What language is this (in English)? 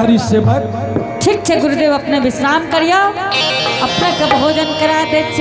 Angika